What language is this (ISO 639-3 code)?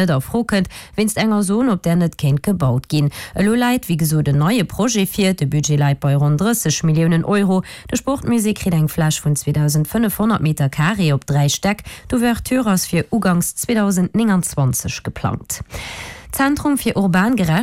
ltz